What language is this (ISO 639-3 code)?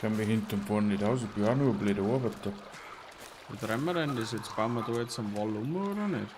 bar